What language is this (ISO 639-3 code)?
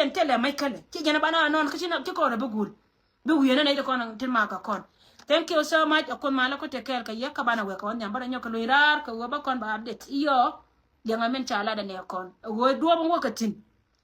nus